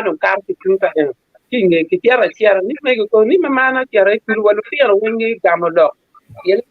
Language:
Acoli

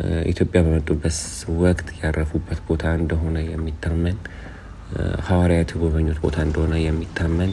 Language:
Amharic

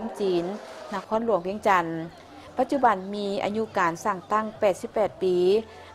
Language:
Lao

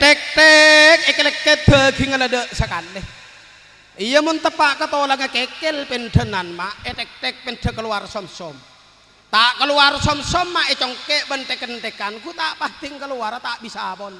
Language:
Madurese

